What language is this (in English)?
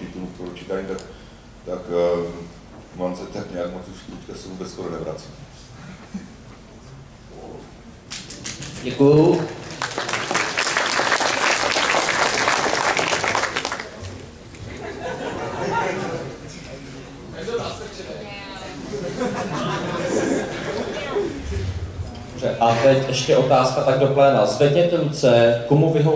Czech